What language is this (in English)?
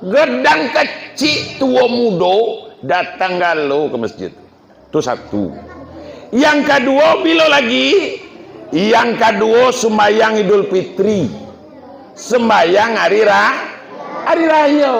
Minangkabau